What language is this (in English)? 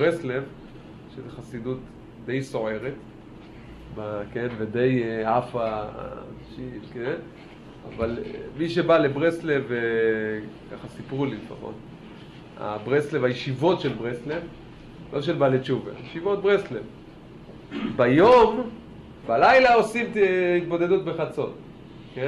Hebrew